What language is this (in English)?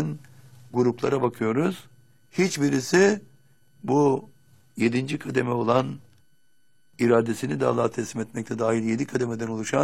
Turkish